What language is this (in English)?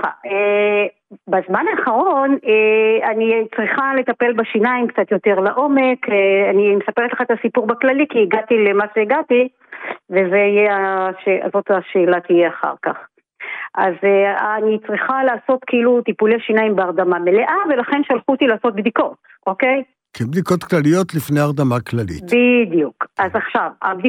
Hebrew